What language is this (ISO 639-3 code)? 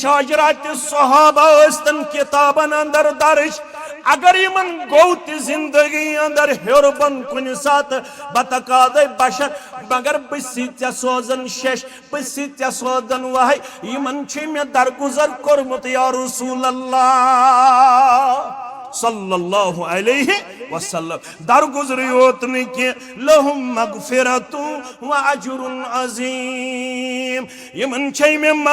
kas